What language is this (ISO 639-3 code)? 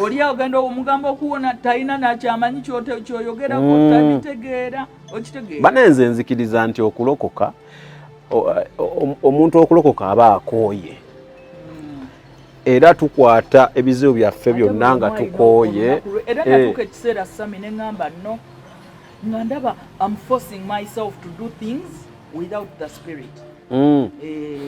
lug